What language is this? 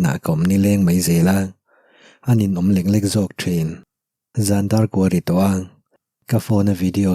Mizo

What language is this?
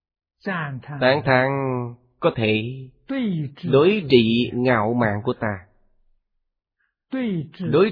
Vietnamese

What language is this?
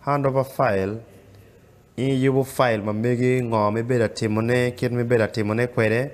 Acoli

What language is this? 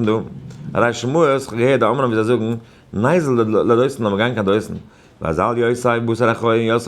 Yiddish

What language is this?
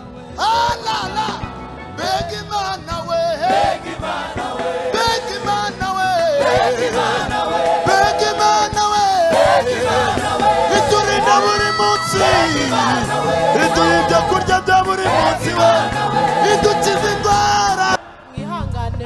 Kinyarwanda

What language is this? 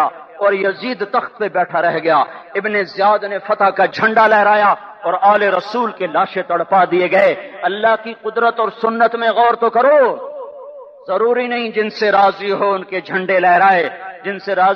Urdu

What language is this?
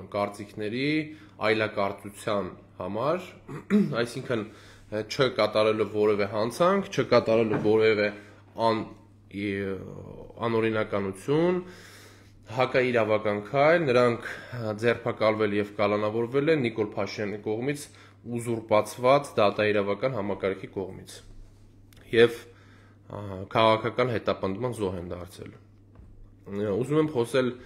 Armenian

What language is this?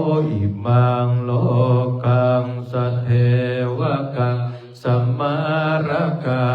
Pali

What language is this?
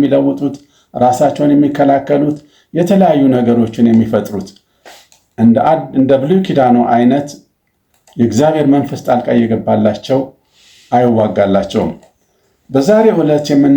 Amharic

